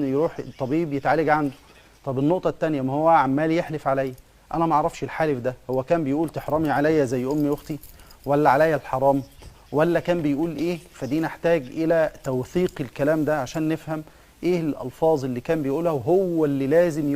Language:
Egyptian Arabic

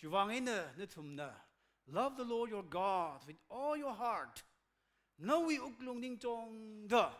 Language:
Tangkhul Naga (India)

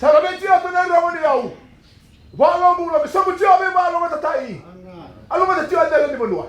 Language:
Fijian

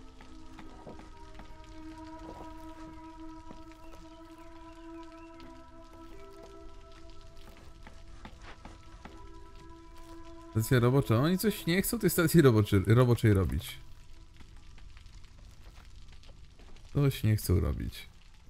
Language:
Polish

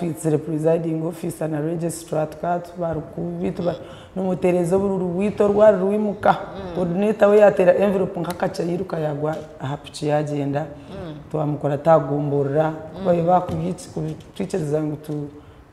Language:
Nyankole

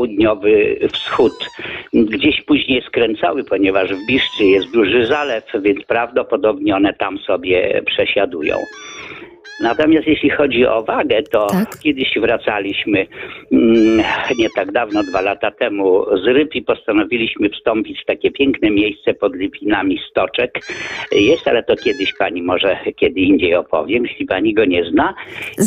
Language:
Polish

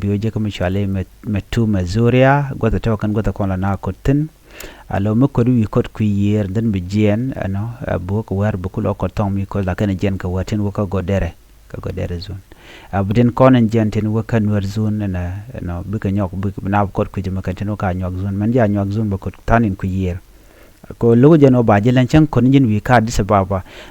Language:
Nuer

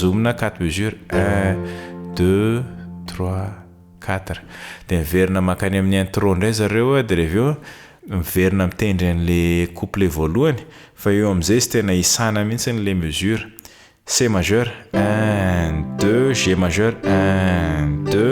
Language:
Malagasy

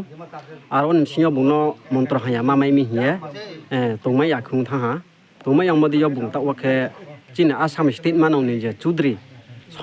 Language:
Riang (India)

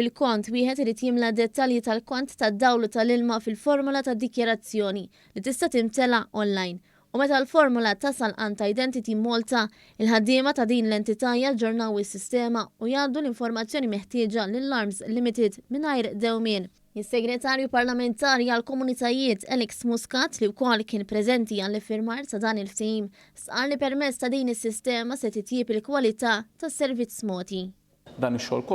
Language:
Maltese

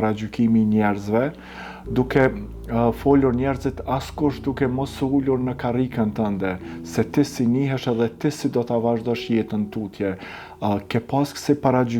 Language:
Albanian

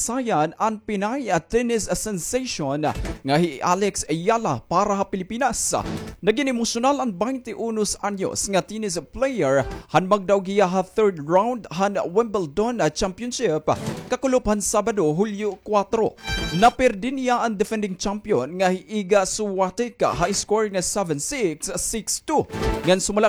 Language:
Waray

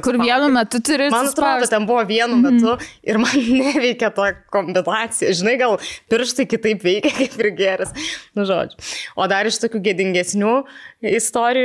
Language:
Lithuanian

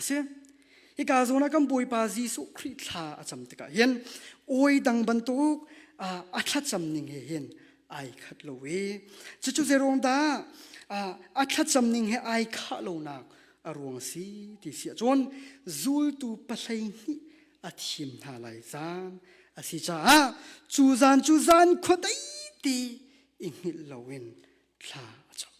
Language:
Hakha Chin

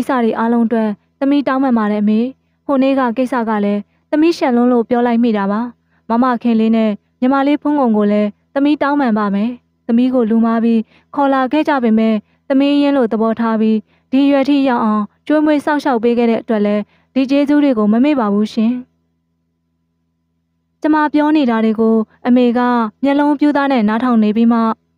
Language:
Burmese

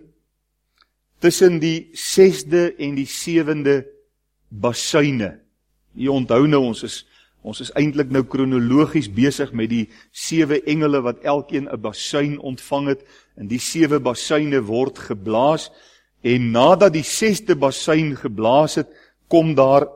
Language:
Afrikaans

